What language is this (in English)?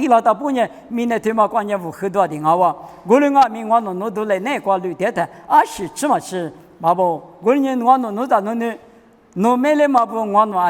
Lisu